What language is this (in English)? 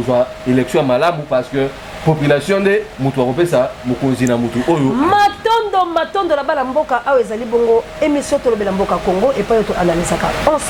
Lingala